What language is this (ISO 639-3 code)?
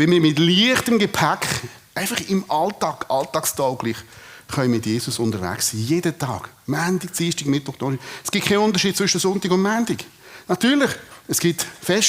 gsw